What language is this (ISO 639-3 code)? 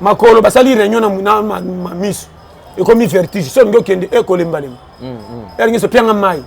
lin